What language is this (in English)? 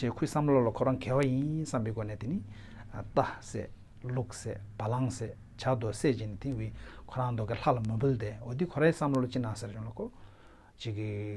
Tibetan